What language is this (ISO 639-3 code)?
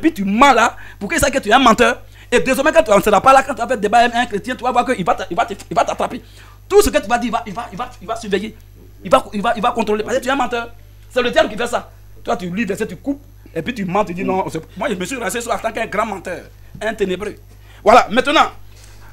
fra